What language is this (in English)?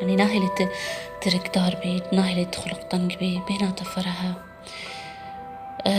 Kurdish